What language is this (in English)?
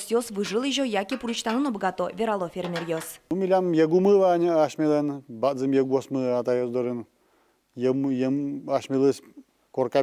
Udmurt